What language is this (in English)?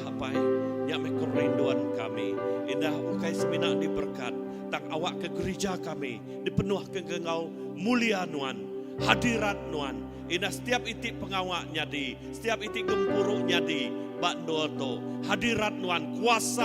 Iban